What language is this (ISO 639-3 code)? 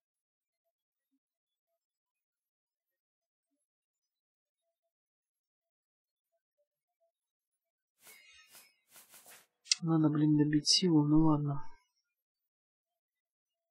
rus